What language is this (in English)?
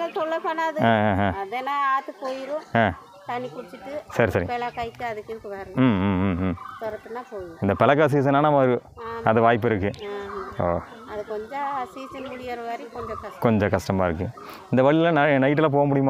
Tamil